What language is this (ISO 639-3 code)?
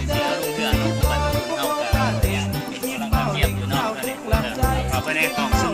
lao